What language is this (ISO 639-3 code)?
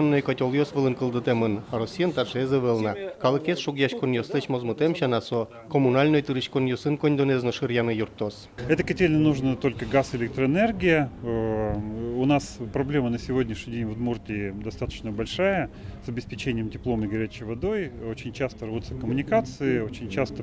udm